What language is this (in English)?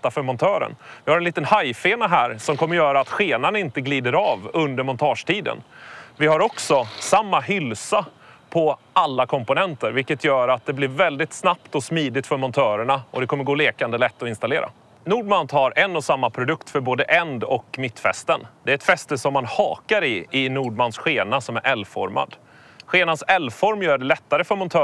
Swedish